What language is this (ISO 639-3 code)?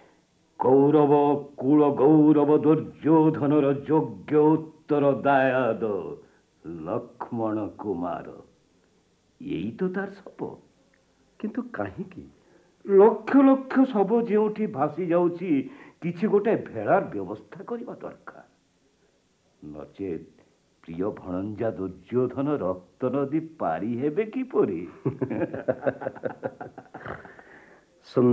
ori